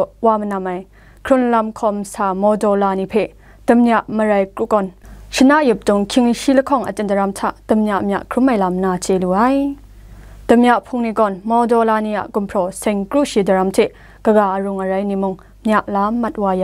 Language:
Kachin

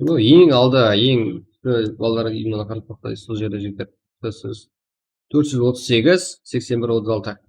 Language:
Kara-Kalpak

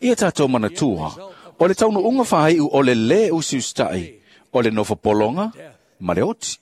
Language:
Samoan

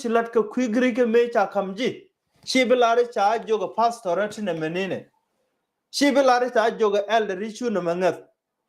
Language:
Nuer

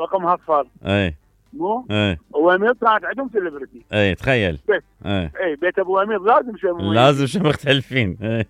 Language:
Mesopotamian Arabic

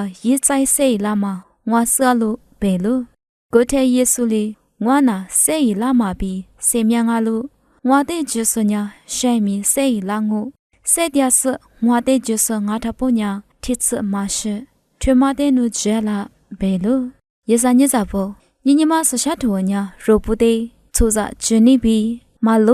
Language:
Lisu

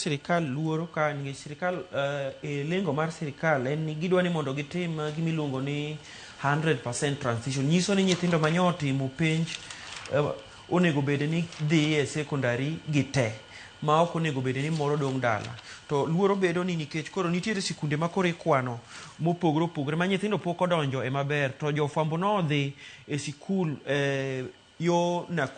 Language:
Luo (Kenya and Tanzania)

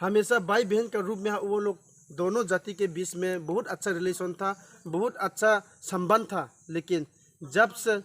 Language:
Riang (India)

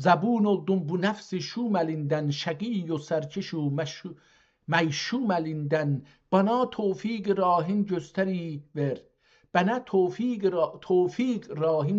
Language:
South Azerbaijani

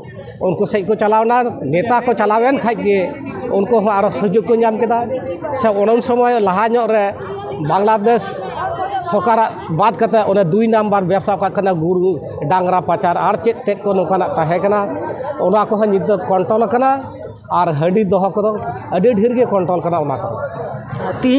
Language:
Santali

